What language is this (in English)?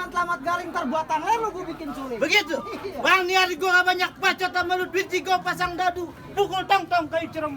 Betawi